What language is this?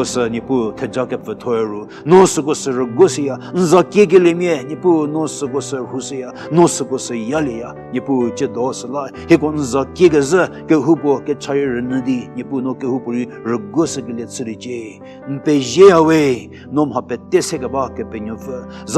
Angami Naga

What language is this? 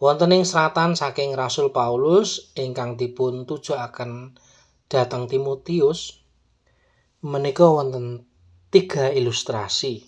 Javanese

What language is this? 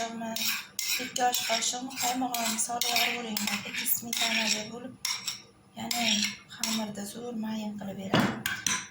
Uzbek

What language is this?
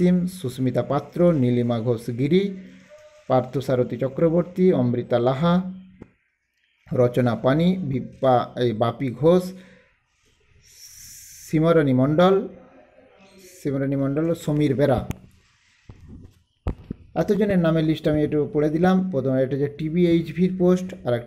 Bangla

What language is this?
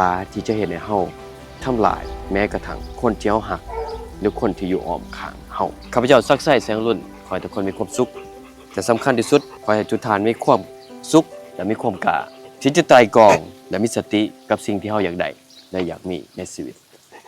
Lao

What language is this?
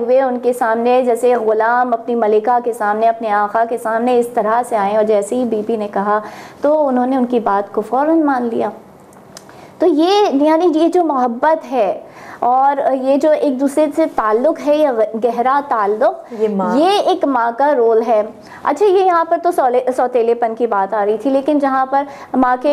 Urdu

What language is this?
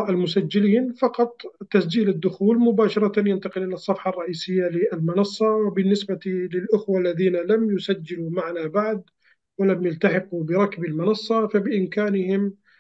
Arabic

